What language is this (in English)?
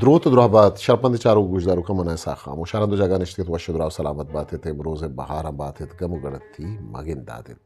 Eastern Balochi